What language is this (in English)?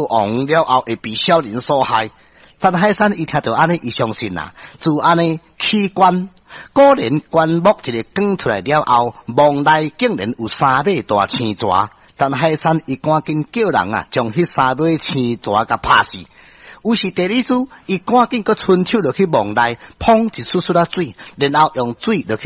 Min Nan Chinese